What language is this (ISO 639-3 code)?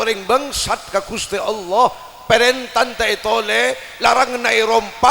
mad